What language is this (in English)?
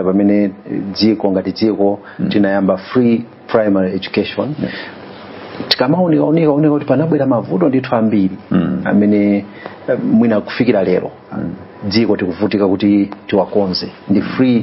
Nyanja